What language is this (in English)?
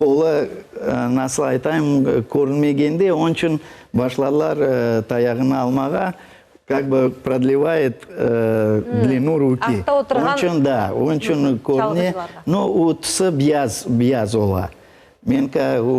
Crimean Tatar